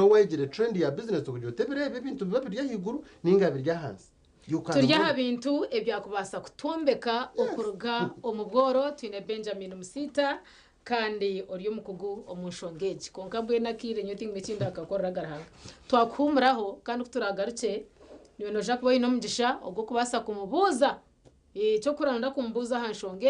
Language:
Nyankole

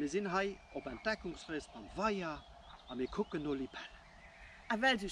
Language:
Luxembourgish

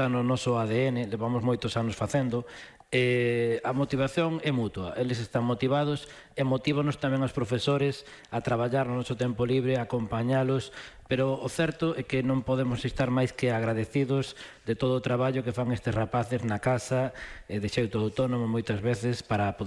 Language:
Galician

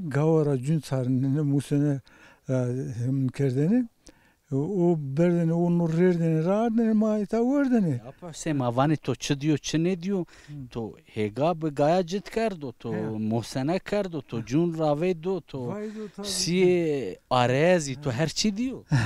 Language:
Zaza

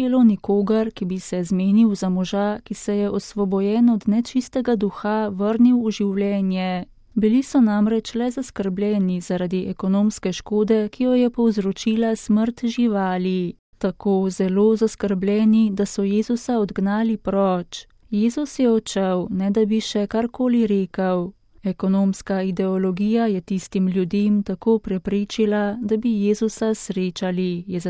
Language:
Slovenian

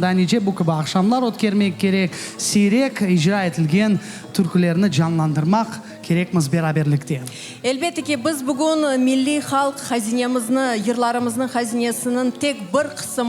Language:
Crimean Tatar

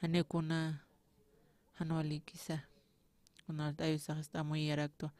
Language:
Aymara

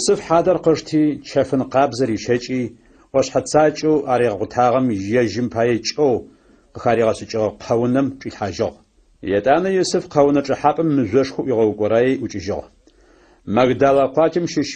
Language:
Adyghe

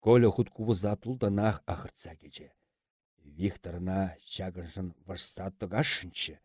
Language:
Chuvash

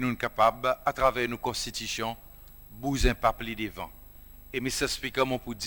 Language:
Seselwa Creole French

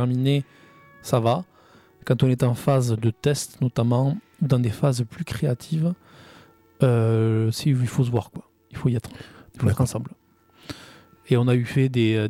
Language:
French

